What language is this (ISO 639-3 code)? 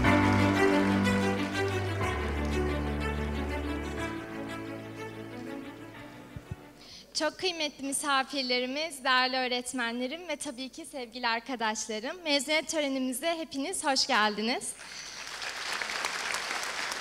tur